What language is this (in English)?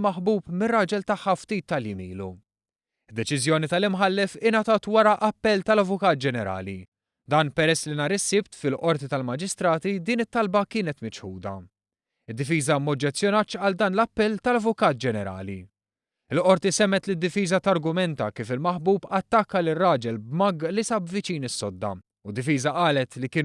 Maltese